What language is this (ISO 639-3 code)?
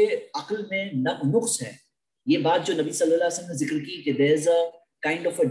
hin